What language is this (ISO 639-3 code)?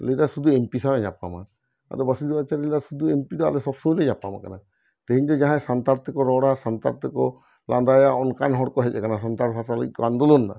sat